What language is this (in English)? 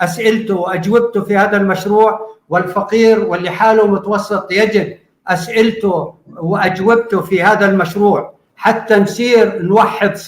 North Levantine Arabic